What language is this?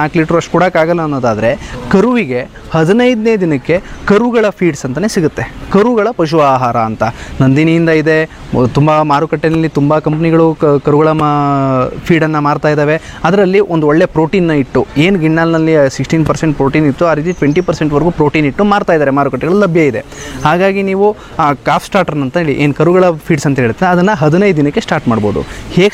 Kannada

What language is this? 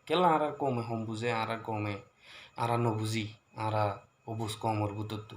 Rohingya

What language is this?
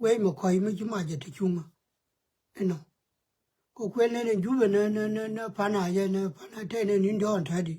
Nuer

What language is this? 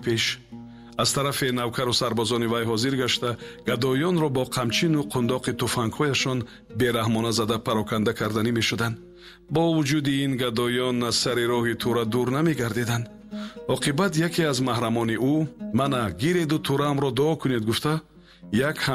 Tajik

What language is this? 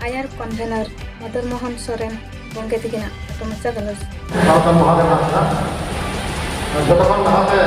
Santali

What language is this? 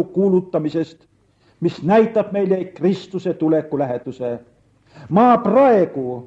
Estonian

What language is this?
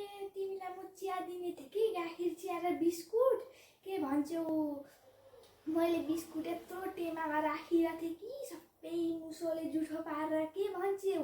Nepali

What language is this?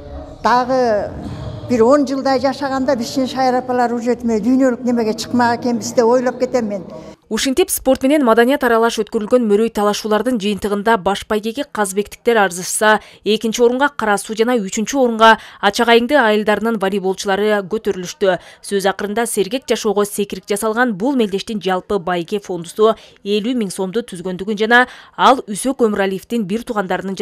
Kyrgyz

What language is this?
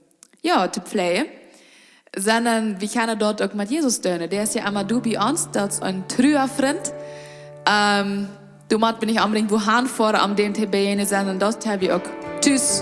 Plautdietsch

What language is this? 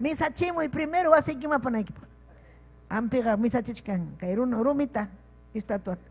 Ayacucho Quechua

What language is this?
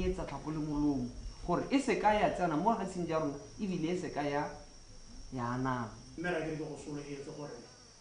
Tswana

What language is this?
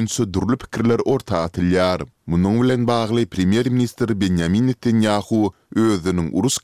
Turkmen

